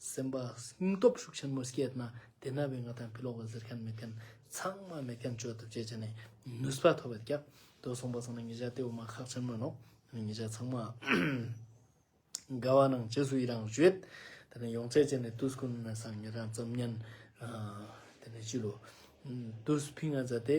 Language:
Ladakhi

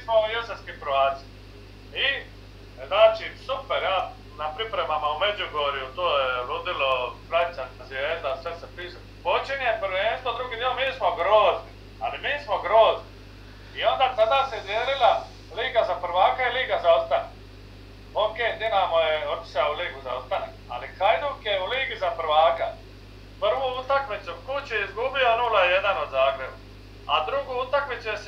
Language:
Croatian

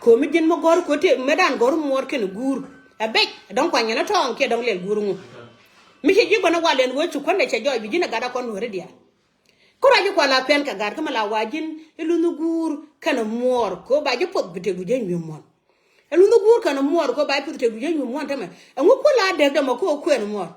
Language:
Nuer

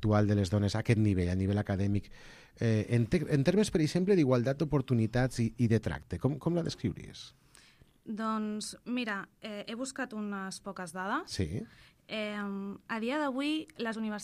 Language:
Catalan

